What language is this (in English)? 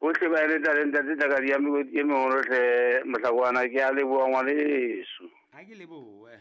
Southern Sotho